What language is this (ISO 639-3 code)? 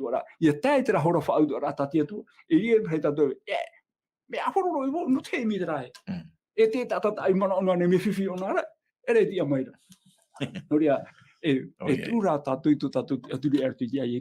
tah